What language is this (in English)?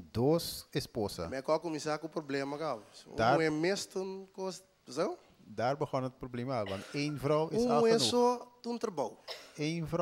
Papiamento